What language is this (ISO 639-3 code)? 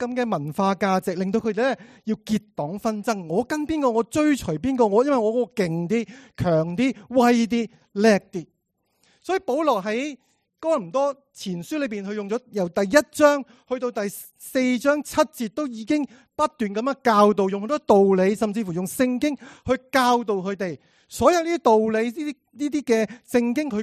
yue